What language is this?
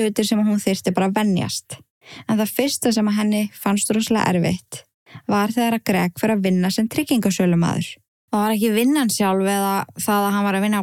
Icelandic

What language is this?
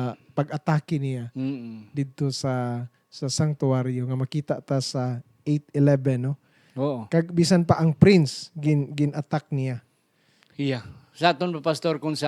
Hiligaynon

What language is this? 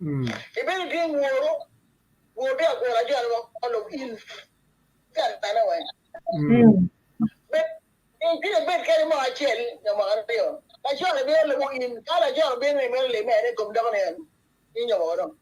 Acoli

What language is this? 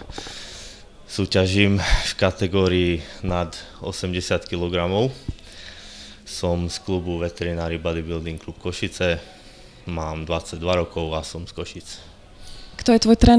Slovak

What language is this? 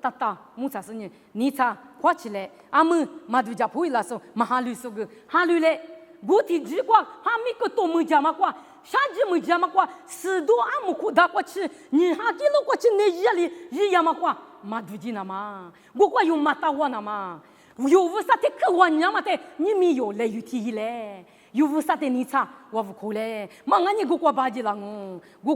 Lisu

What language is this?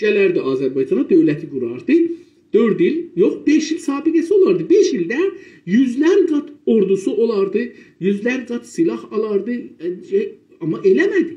South Azerbaijani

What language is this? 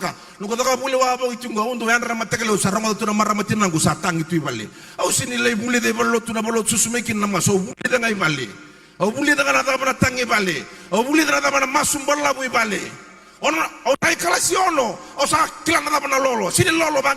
Fijian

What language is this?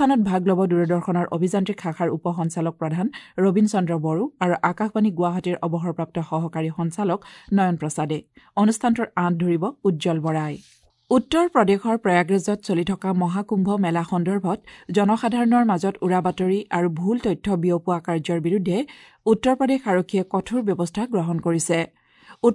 Assamese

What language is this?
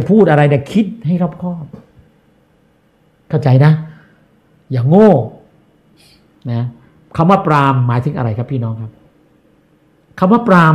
Thai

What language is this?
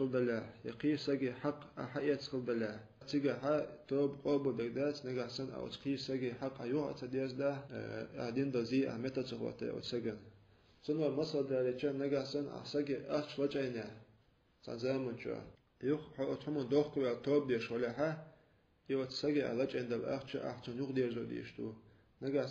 Chechen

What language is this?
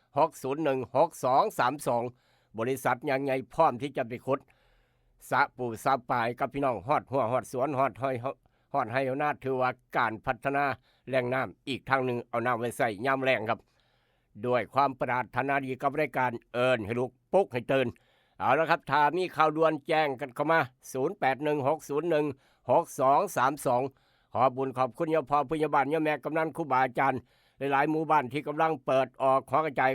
Northeastern Thai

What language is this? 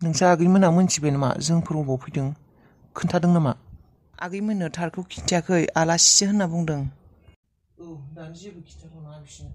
Bodo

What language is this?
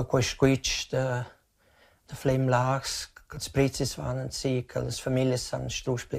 Romansh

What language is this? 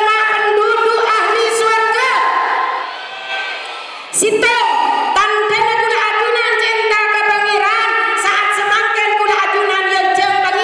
Madurese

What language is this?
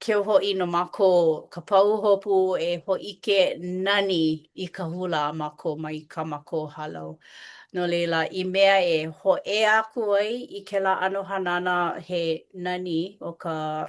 Hawaiian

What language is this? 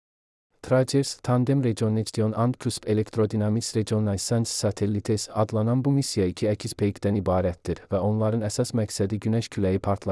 Azerbaijani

